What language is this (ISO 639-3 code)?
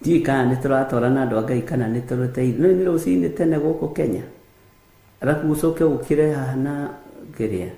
kik